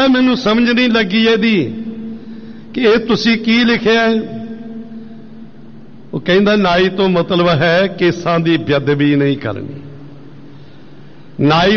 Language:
Punjabi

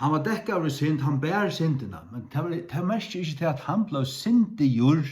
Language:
Faroese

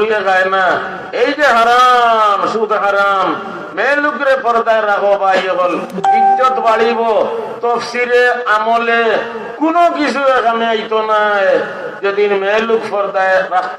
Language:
Sylheti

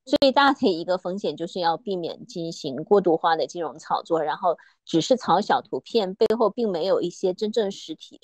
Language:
Chinese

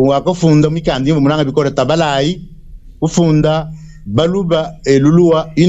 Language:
Luba-Lulua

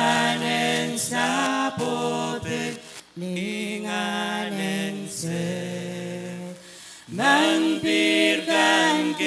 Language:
Pohnpeian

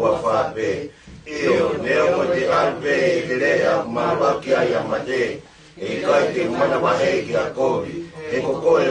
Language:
Tongan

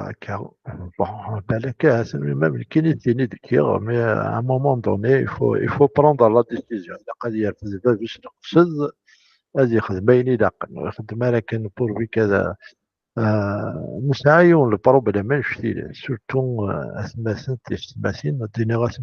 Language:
Kabyle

